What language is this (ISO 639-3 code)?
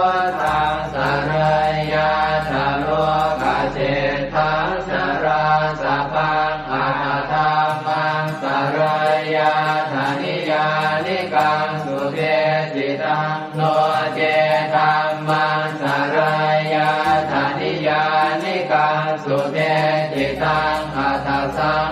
pli